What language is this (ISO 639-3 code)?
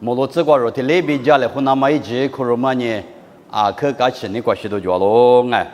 lis